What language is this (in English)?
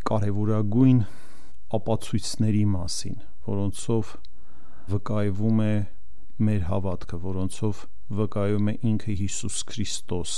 Armenian